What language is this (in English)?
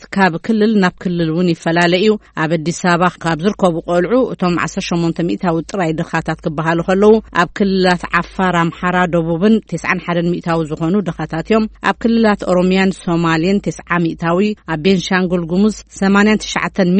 Tigrinya